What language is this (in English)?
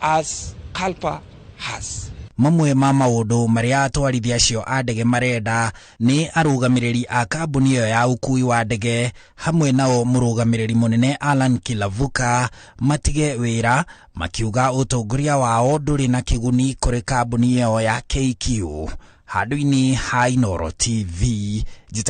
Kikuyu